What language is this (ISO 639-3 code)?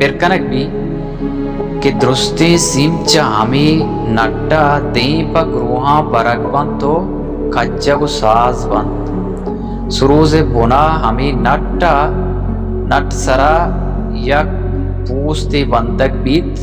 bal